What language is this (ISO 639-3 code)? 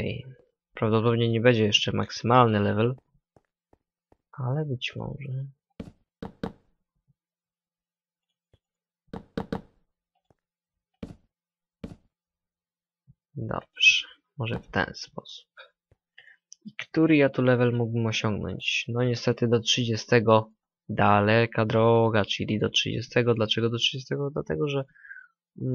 pol